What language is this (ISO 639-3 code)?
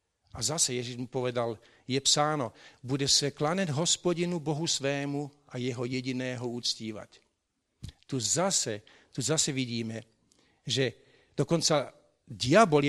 slk